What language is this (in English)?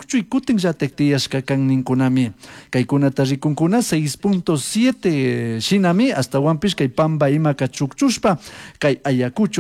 Chimborazo Highland Quichua